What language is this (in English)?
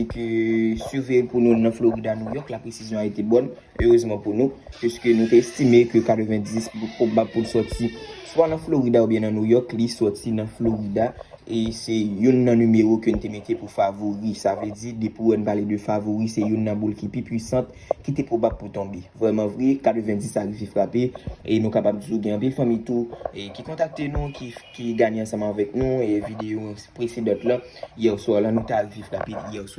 Haitian Creole